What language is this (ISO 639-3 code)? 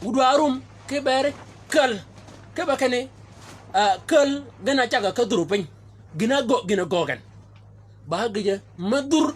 shk